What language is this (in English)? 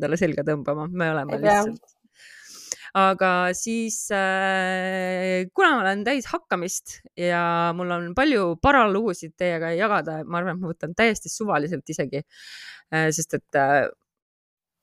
Estonian